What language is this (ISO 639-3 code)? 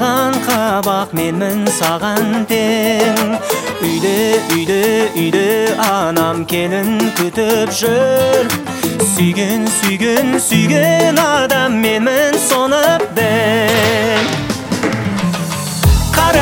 kaz